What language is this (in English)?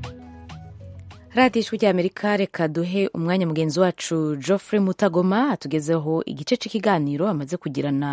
Kinyarwanda